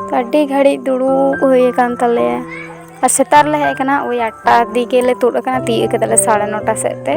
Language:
Santali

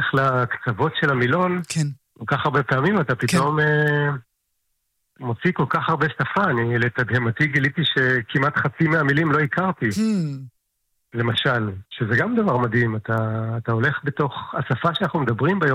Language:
Hebrew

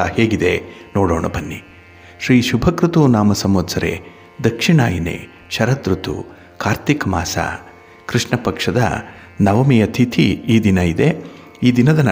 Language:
Kannada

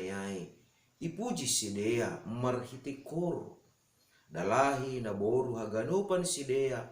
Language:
Batak Simalungun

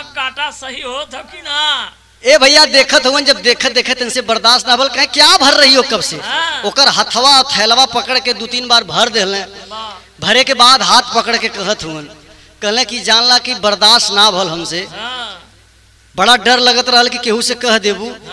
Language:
Bhojpuri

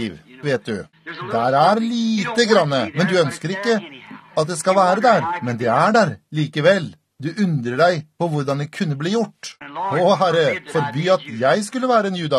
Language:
Norwegian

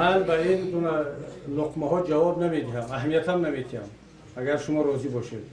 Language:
Tajik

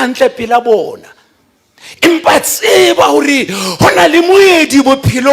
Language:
Southern Sotho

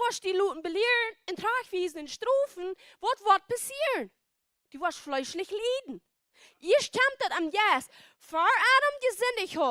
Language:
Plautdietsch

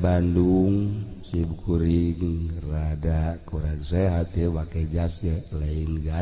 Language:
Sundanese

